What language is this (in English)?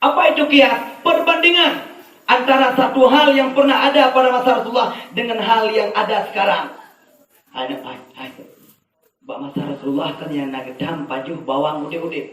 Achinese